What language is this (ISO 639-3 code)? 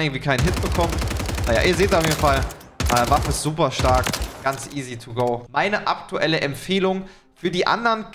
deu